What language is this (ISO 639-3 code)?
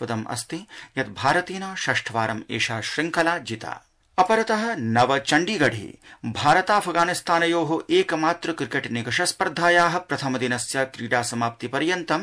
san